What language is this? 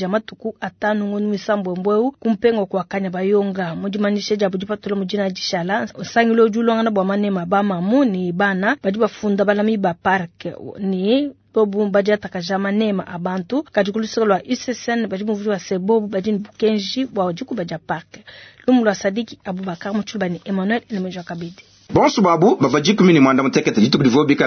Luba-Lulua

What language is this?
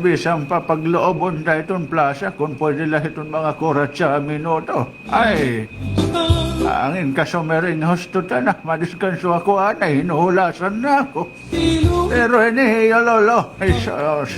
Waray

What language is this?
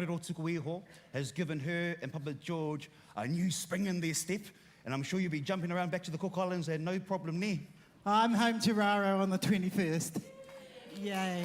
Māori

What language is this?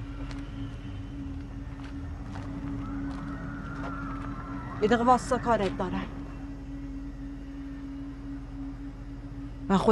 Persian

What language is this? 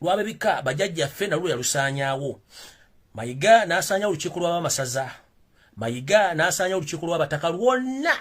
Ganda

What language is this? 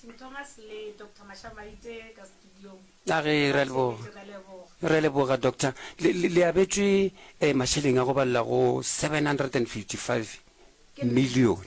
Northern Sotho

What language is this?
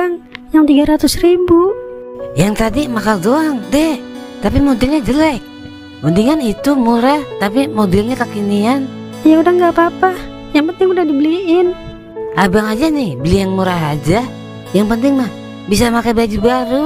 Betawi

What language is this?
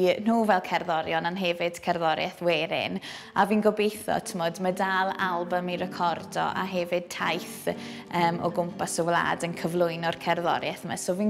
Welsh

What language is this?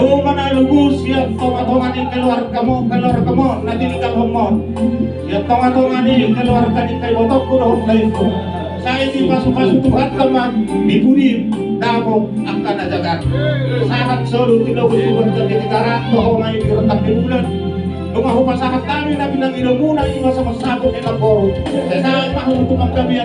Batak Toba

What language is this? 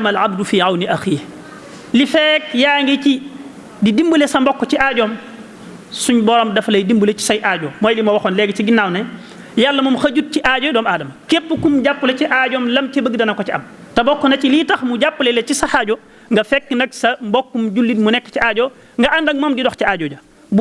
Wolof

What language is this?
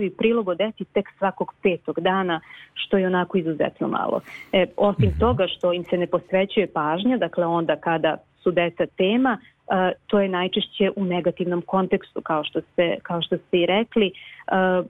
Serbian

